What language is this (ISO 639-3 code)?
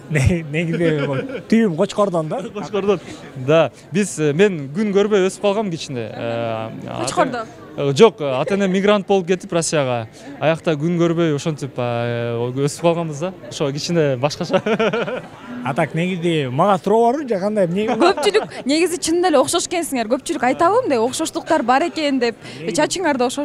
kir